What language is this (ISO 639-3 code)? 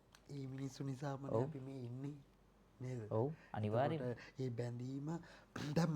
sin